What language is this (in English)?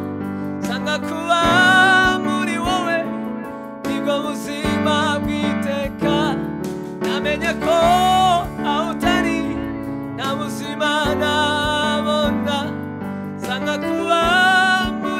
Kinyarwanda